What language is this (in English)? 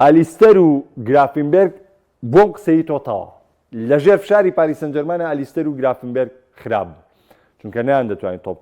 Central Kurdish